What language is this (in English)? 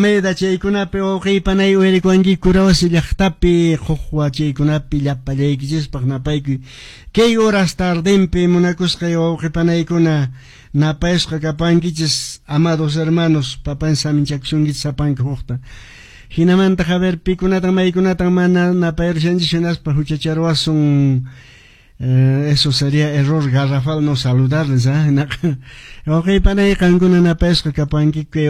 Quechua